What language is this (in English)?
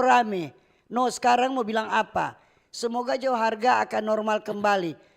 Manado Malay